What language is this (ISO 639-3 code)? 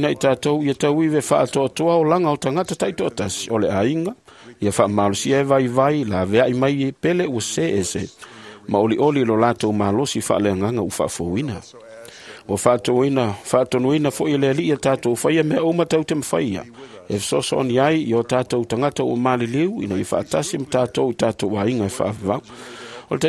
smo